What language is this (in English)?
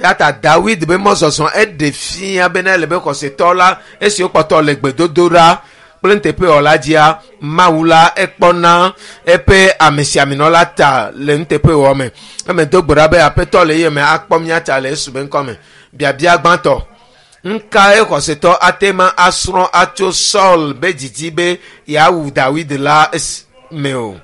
Ewe